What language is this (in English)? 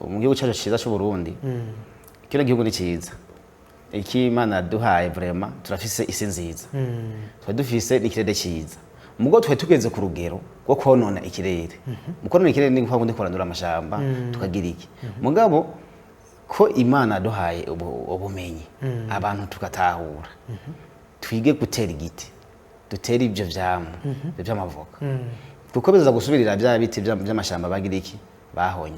Rundi